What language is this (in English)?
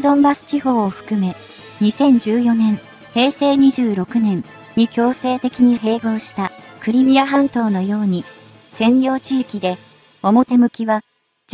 Japanese